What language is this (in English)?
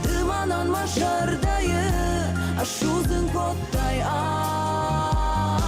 Ossetic